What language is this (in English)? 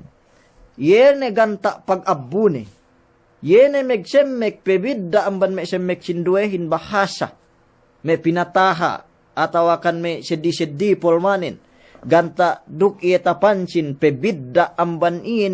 Yakan